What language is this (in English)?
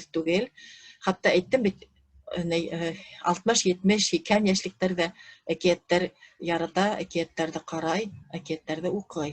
Bashkir